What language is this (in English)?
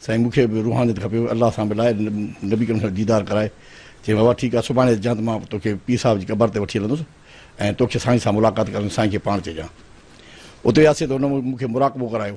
Sindhi